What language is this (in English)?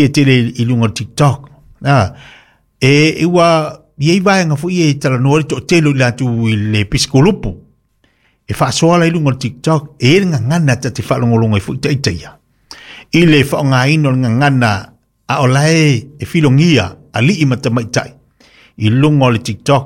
Samoan